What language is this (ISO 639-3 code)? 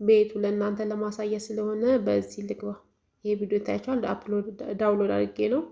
amh